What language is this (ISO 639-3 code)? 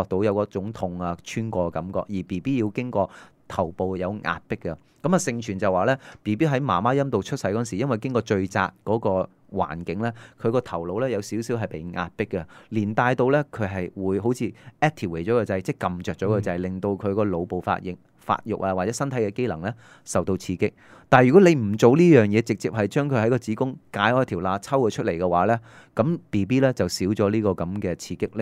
yue